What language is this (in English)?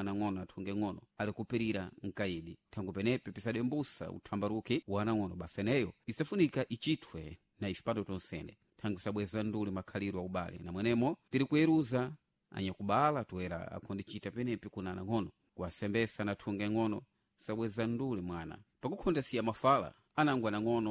Sena